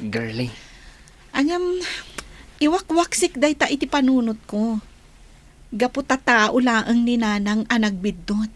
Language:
Iloko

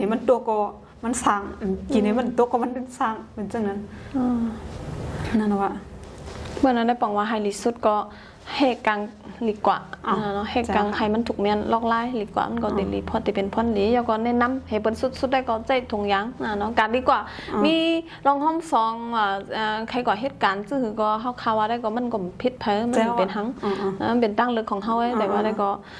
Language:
Shan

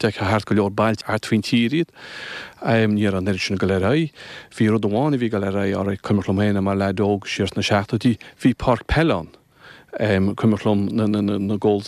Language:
Irish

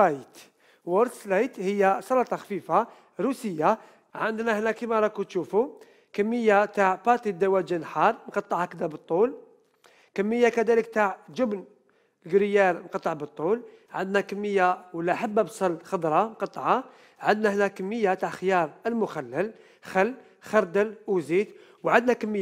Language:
Algerian Arabic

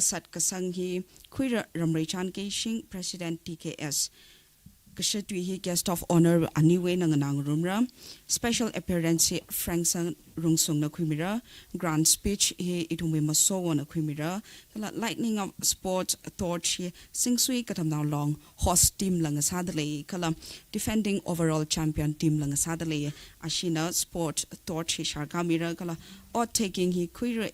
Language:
Tangkhul Naga (India)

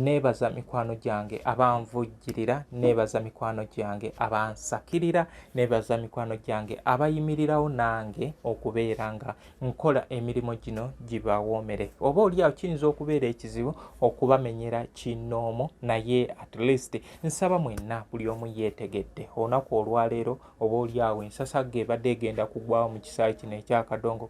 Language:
Ganda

